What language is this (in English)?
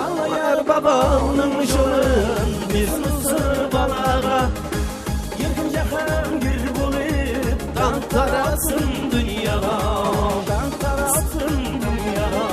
Kara-Kalpak